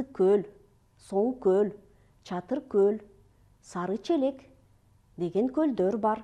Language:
Kyrgyz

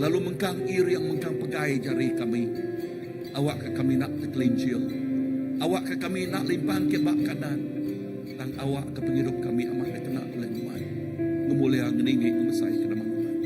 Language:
Iban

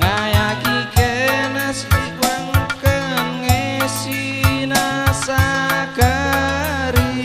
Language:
Batak Karo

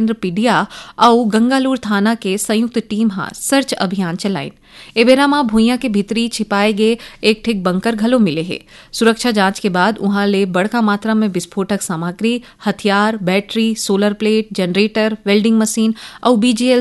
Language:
Chhattisgarhi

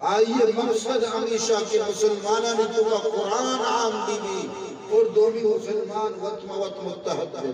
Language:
Eastern Balochi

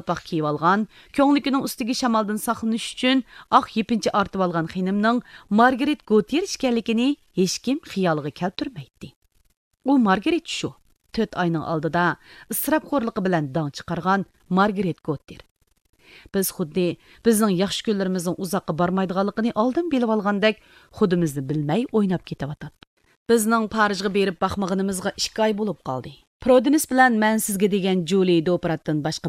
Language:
Uyghur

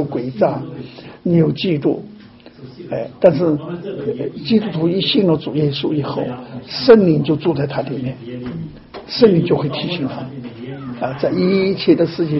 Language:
Chinese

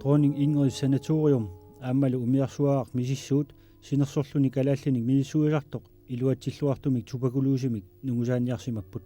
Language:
Kalaallisut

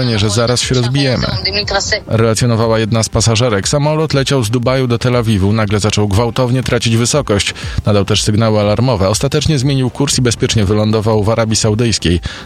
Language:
Polish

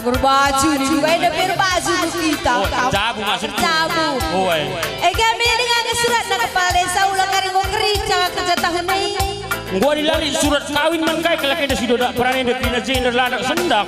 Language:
Batak Karo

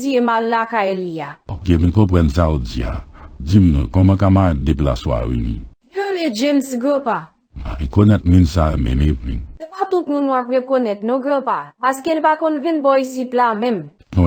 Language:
Haitian Creole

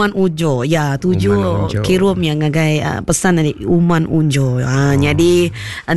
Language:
Iban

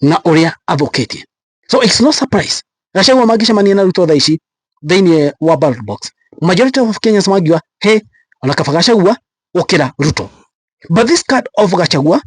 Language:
Kikuyu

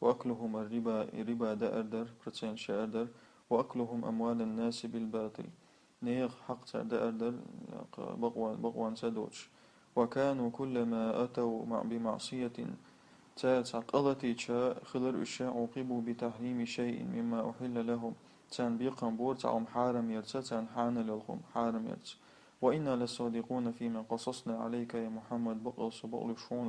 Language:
Chechen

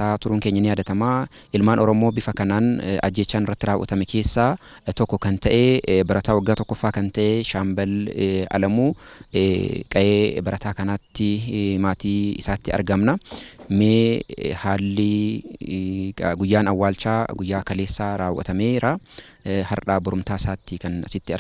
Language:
Oromo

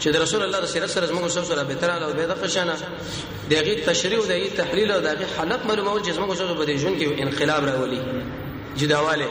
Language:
Pashto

